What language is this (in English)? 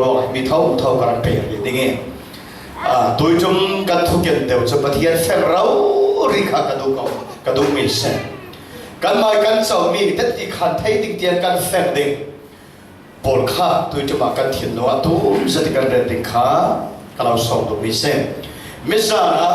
Falam Chin